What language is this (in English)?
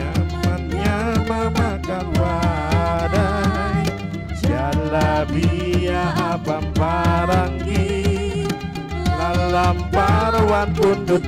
Banjar